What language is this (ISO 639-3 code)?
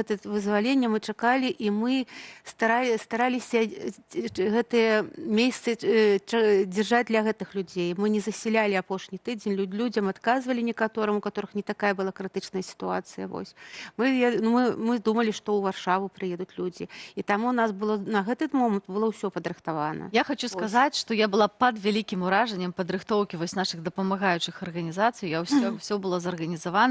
bel